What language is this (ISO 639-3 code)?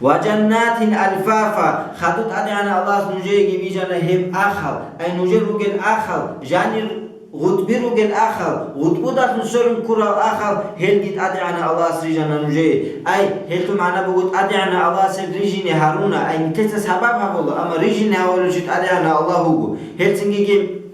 ava